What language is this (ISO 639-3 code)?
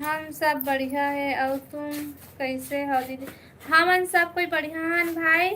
hne